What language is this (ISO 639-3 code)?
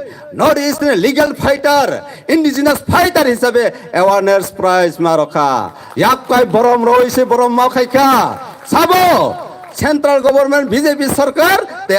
trp